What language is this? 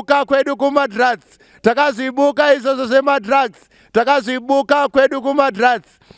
Shona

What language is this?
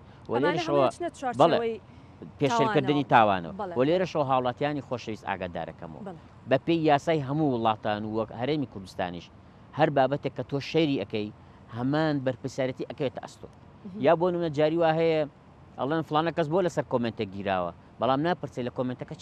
Central Kurdish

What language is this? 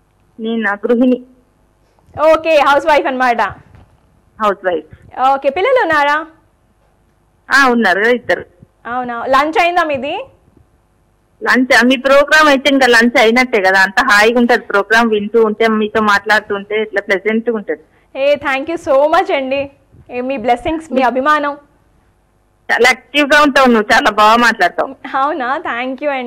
Telugu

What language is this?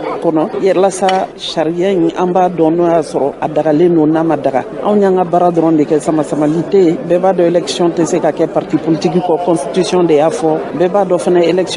Bambara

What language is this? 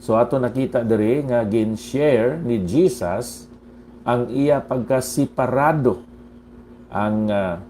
Hiligaynon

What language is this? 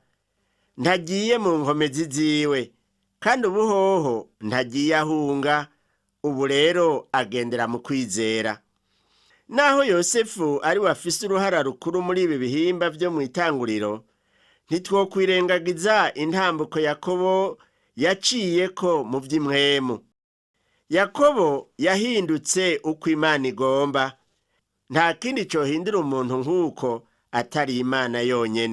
Rundi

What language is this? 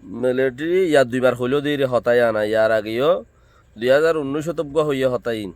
Rohingya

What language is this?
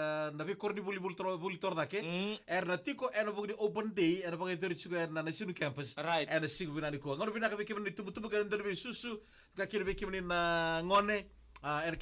Fijian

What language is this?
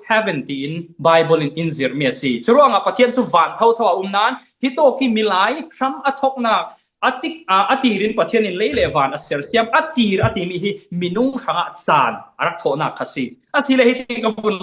Falam Chin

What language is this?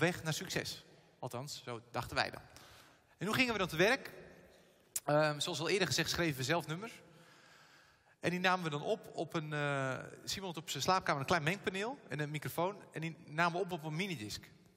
Dutch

